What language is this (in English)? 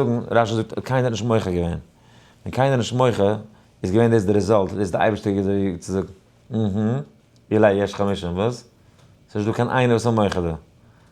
Yiddish